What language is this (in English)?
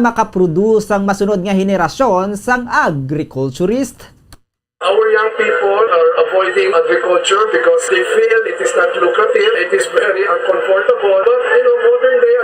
Hiligaynon